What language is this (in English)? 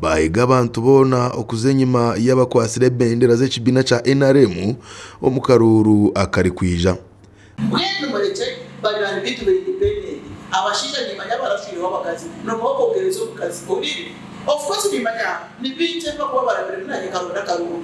Nyankole